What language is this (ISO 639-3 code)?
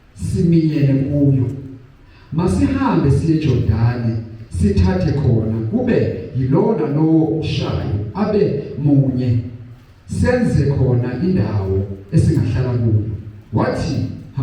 zul